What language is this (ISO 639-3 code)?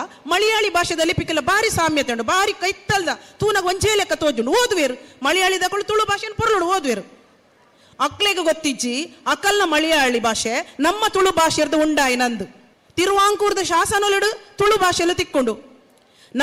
tcy